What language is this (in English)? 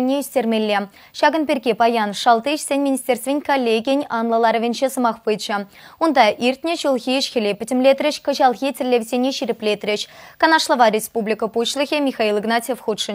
Chuvash